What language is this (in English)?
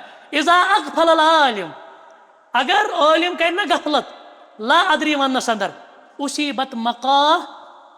Kashmiri